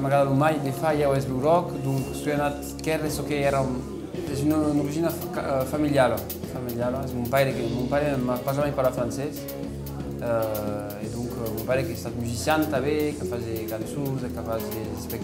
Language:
Occitan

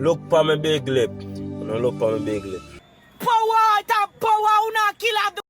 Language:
Jamaican Creole English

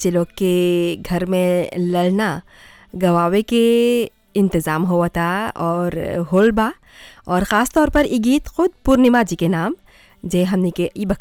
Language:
Bhojpuri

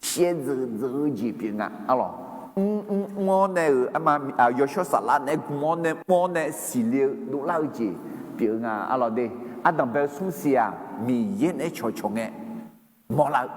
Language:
Akha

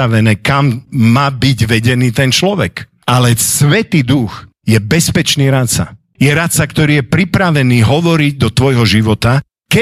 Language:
Slovak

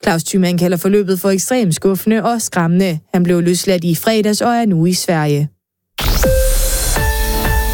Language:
Danish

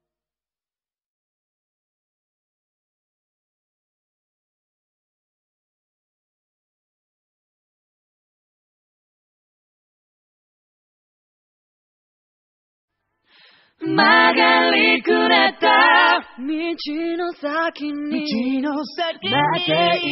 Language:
Japanese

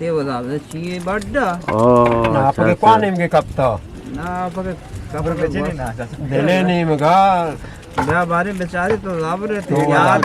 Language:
Eastern Balochi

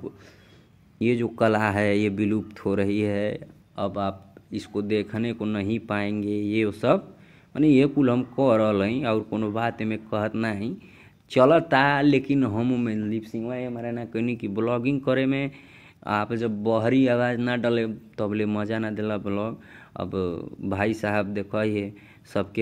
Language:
Bhojpuri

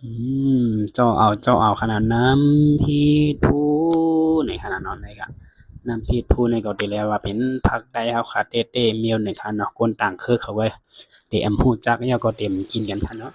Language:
Shan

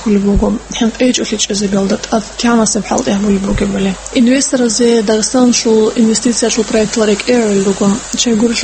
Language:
Avaric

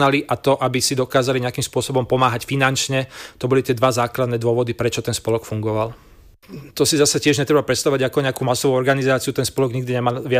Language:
Slovak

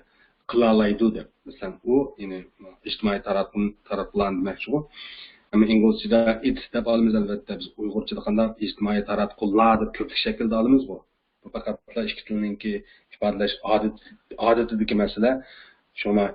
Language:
Uyghur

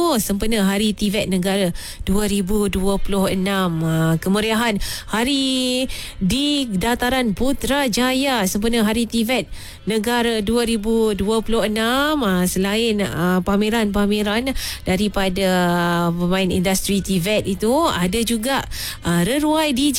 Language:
Malay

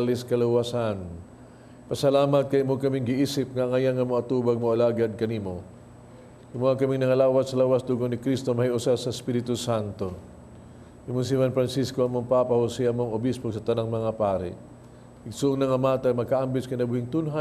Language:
Cebuano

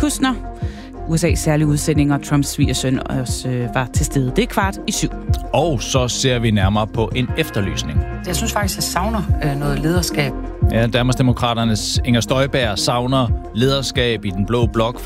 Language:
Danish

